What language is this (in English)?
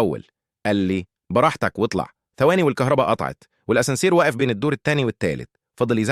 Egyptian Arabic